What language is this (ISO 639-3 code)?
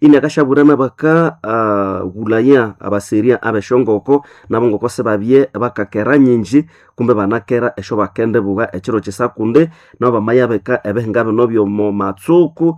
nnb